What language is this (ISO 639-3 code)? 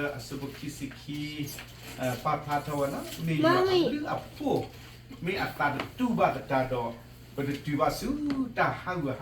ksw